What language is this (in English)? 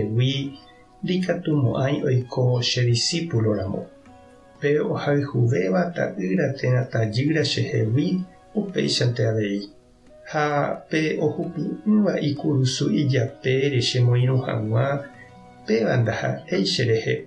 Guarani